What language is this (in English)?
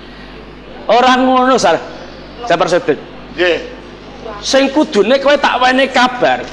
Javanese